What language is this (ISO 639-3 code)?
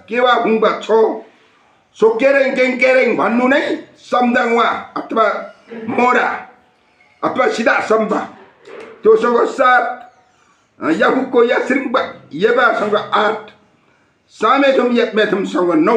nep